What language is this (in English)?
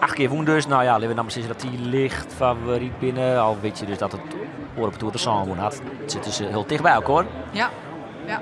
Western Frisian